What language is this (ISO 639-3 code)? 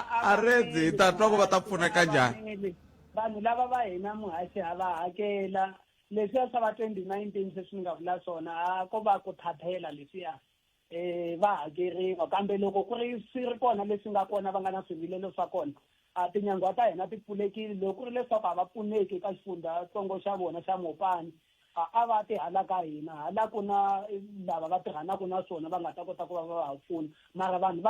tso